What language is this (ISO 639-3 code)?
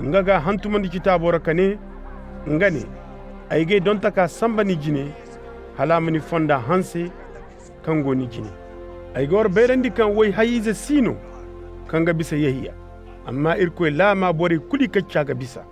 ses